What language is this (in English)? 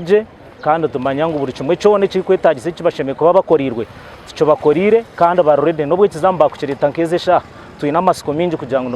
Nyankole